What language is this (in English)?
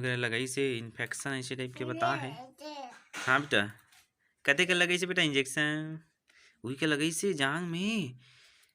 Chhattisgarhi